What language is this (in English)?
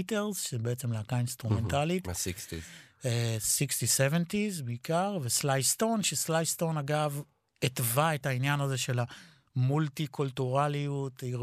Hebrew